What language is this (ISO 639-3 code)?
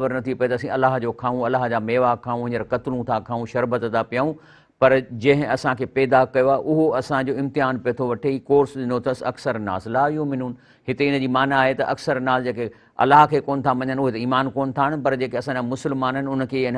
snd